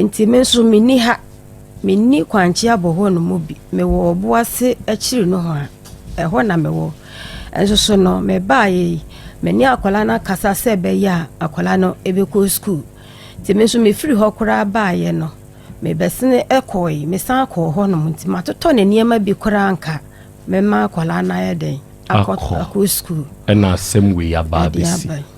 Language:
Akan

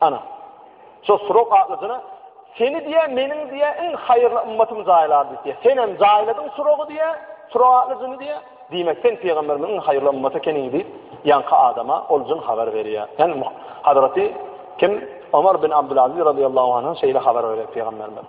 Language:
Turkmen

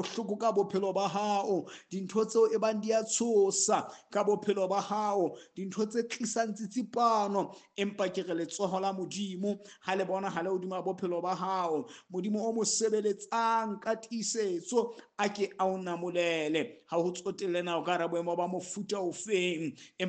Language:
Southern Sotho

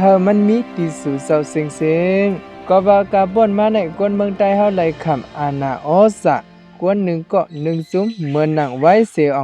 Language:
Shan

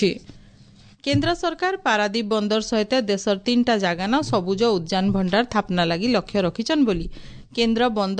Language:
Odia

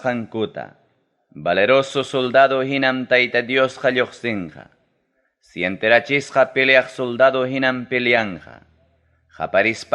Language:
Ayacucho Quechua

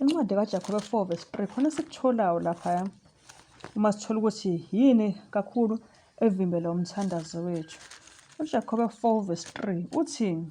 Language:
Zulu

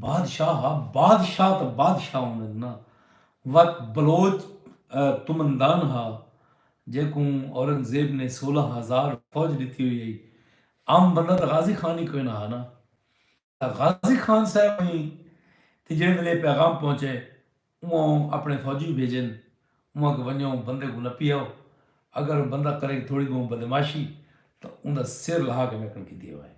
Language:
Saraiki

